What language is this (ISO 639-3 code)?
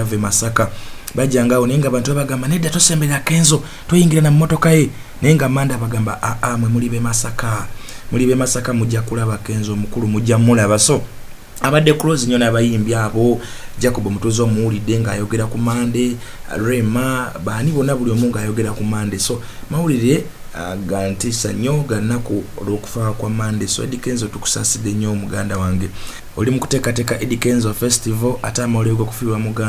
lug